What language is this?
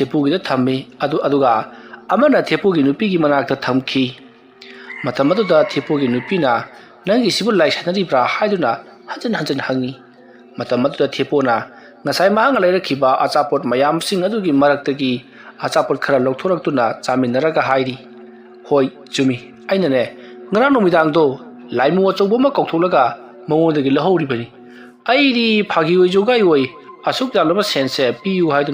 Manipuri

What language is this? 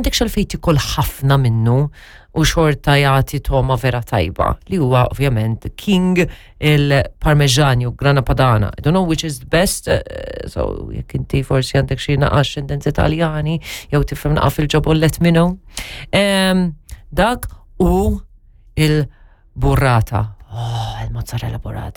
Maltese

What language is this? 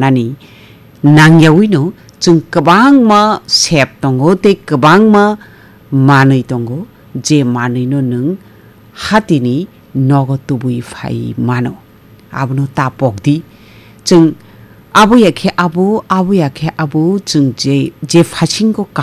Kok Borok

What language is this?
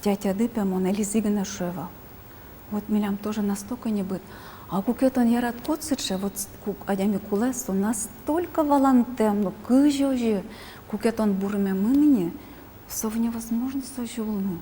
Udmurt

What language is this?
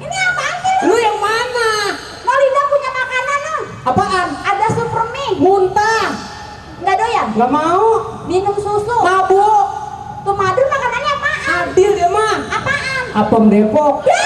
Betawi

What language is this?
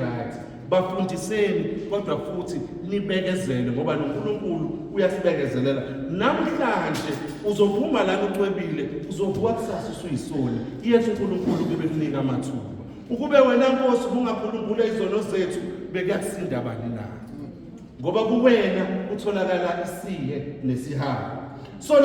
Zulu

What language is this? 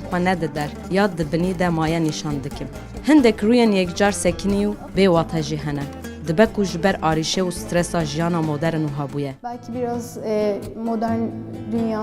Kurdish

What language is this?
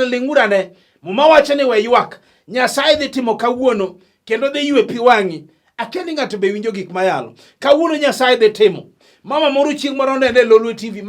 Luo (Kenya and Tanzania)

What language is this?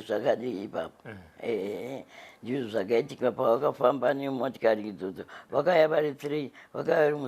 Shona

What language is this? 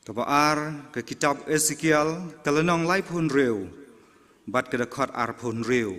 Khasi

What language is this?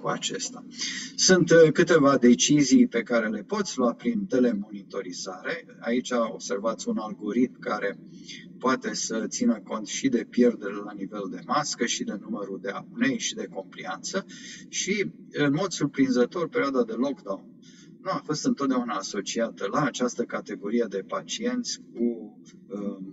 Romanian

